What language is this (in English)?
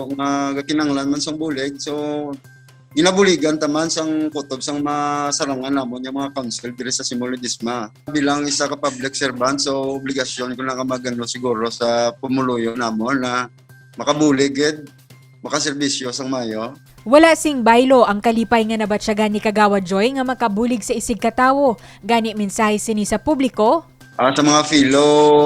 Hiligaynon